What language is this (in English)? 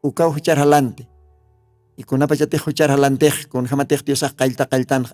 Aymara